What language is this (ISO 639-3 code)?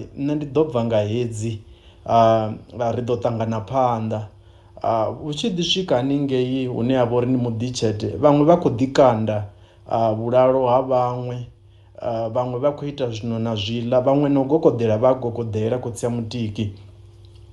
ven